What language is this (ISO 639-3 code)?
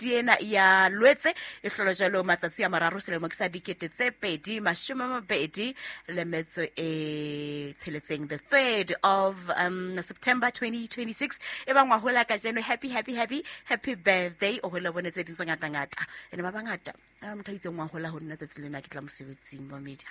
sot